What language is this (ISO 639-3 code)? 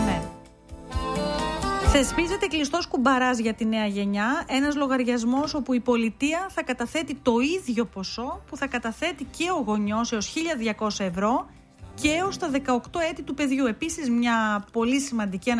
ell